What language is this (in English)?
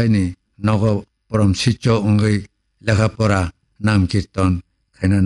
Kok Borok